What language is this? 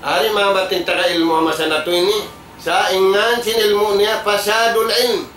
Tausug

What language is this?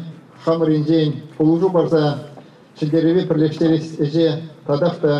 Chuvash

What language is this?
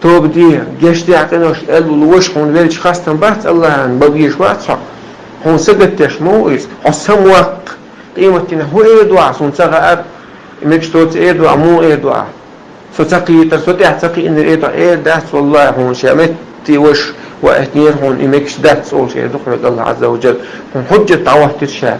Chechen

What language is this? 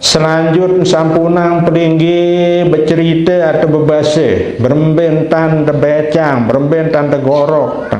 Sasak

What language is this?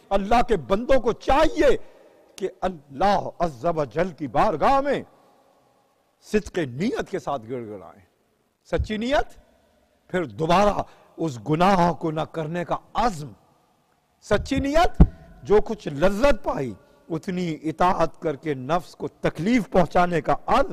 Urdu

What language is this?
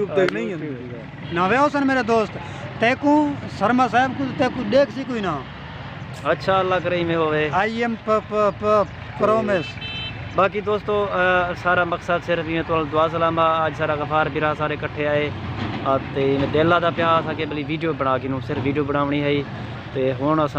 Saraiki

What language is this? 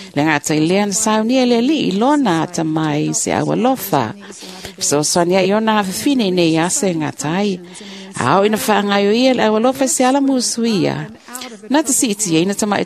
Samoan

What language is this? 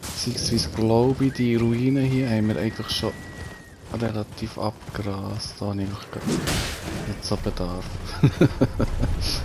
Swiss German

